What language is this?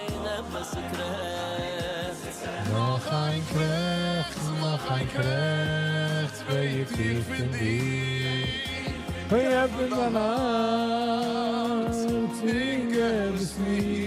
Yiddish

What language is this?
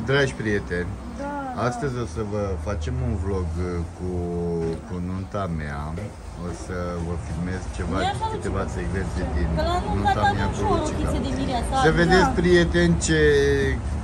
Romanian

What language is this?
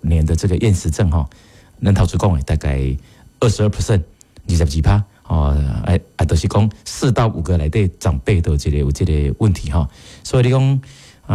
Min Nan Chinese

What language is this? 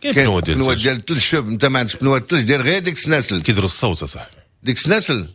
Moroccan Arabic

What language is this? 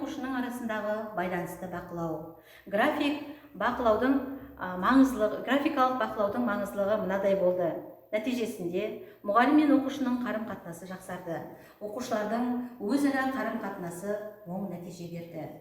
Kazakh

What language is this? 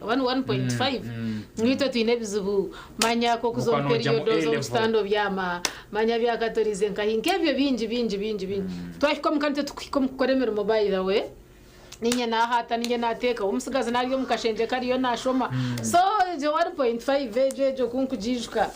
Nyankole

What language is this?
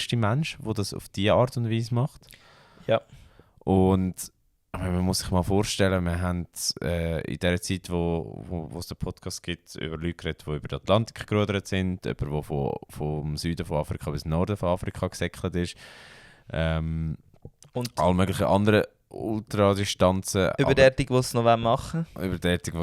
Swiss German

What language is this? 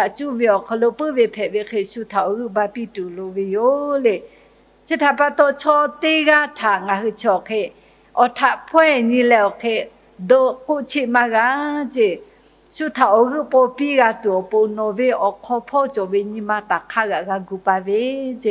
Lahu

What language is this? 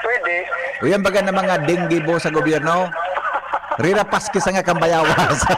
Bikol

